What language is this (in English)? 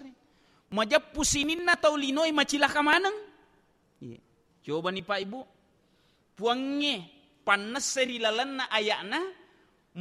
Buginese